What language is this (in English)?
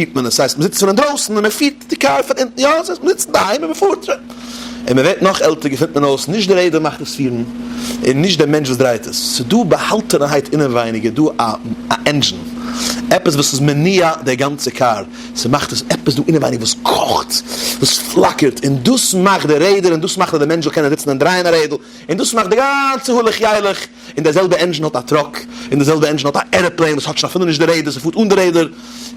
Yiddish